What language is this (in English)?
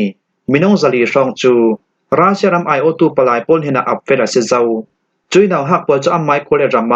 Falam Chin